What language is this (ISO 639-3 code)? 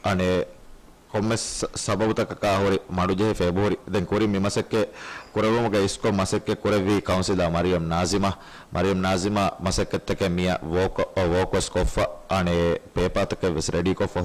div